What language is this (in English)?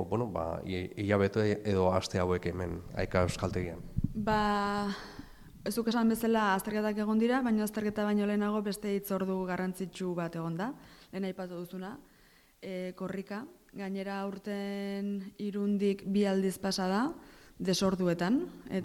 Basque